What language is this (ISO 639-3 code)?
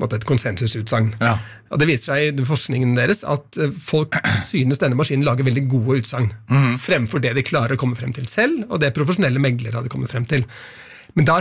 nor